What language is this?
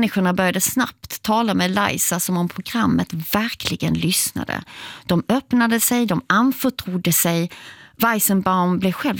Swedish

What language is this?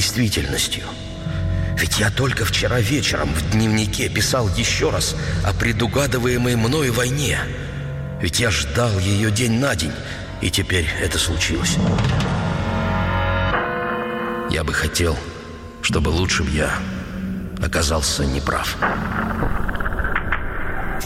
Russian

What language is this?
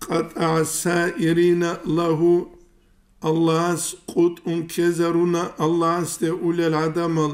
Avaric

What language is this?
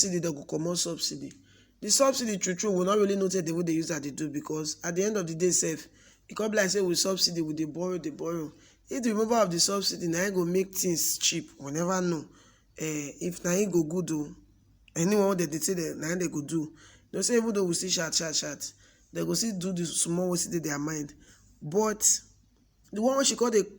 Nigerian Pidgin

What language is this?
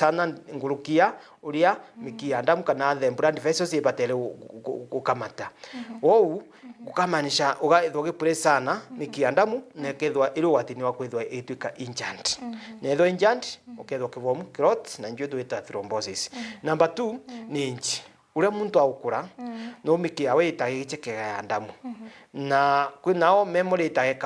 Meru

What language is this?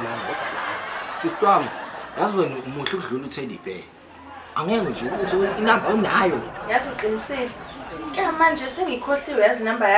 Zulu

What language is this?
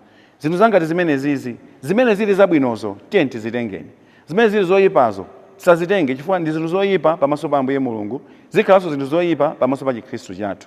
Nyanja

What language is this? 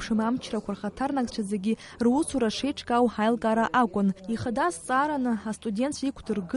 Abkhazian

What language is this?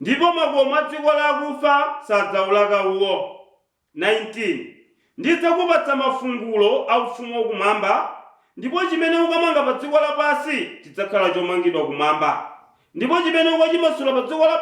Nyanja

